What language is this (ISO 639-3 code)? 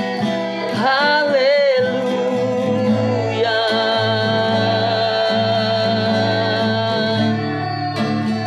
ind